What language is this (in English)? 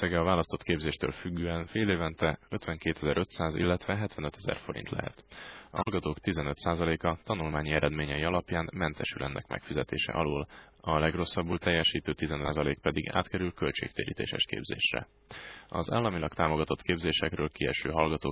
Hungarian